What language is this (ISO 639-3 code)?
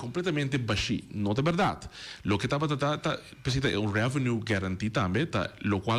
pap